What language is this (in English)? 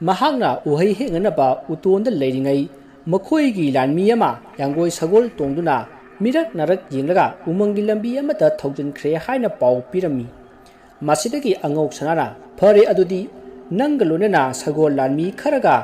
Manipuri